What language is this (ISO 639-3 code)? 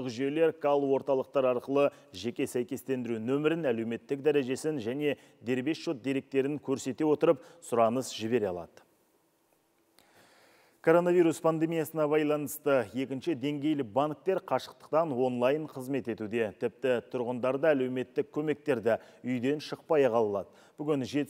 kaz